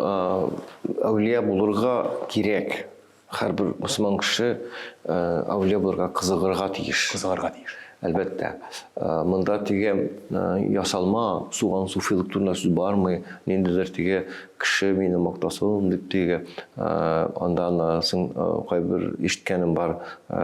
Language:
Tatar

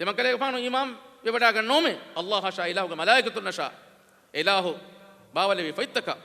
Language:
Divehi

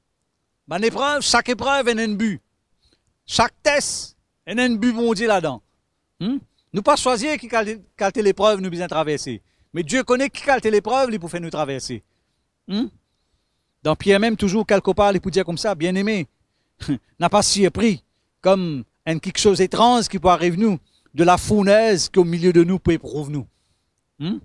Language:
Morisyen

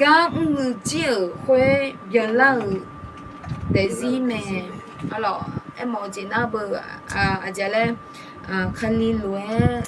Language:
Akha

